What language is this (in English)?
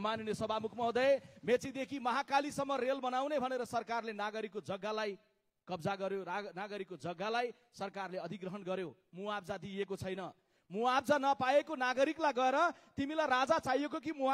Nepali